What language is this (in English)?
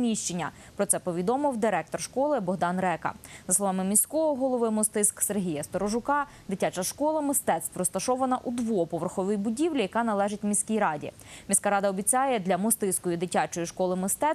Ukrainian